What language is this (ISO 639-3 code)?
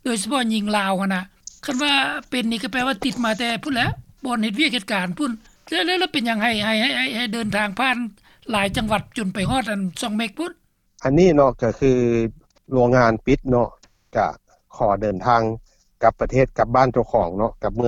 lao